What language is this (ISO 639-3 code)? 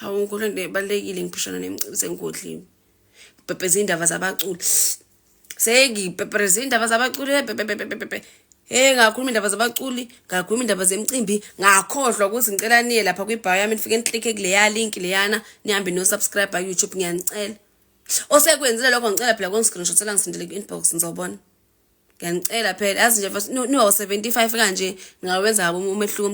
zul